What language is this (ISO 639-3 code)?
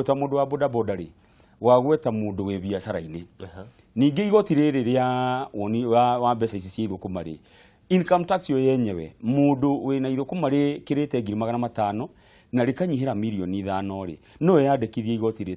kik